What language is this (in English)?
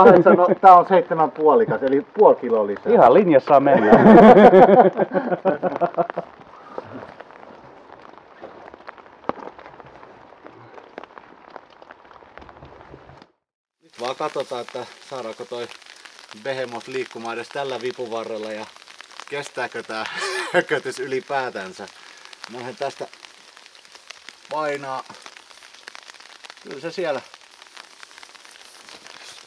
Finnish